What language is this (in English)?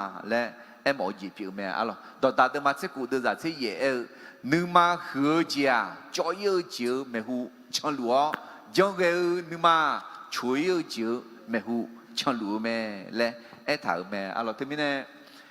Akha